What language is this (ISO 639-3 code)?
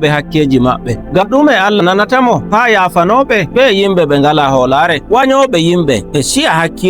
fuv